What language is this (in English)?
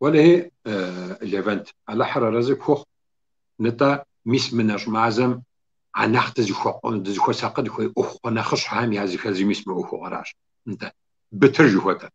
Kabardian